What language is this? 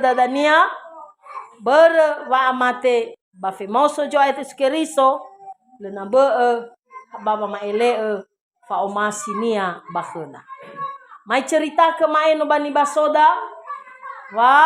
Nias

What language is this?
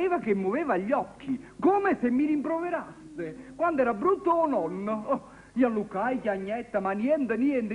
Neapolitan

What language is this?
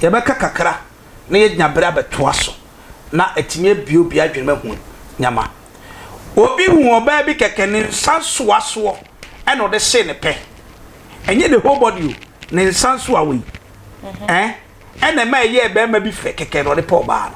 Akan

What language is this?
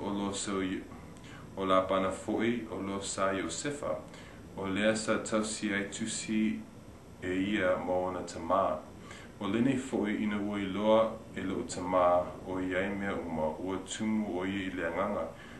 Samoan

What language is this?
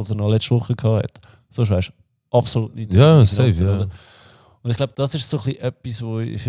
Swiss German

